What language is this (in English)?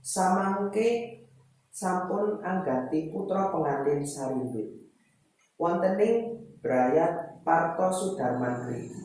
Javanese